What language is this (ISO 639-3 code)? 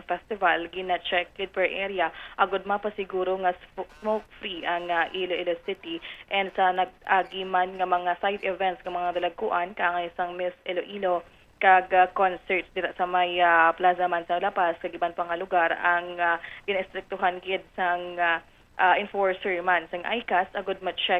hil